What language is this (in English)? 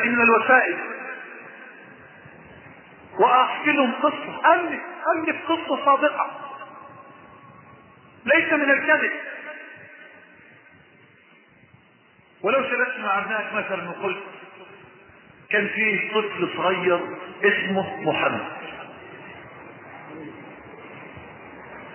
Arabic